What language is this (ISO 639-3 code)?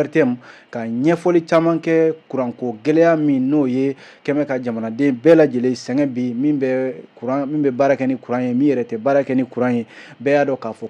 bam